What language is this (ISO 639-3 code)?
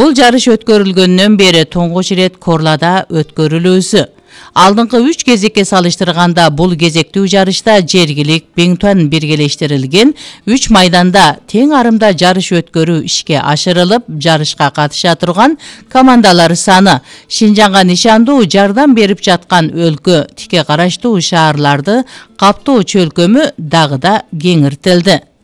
kir